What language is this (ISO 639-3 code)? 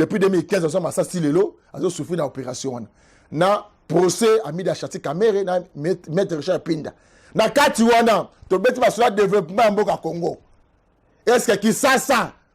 lin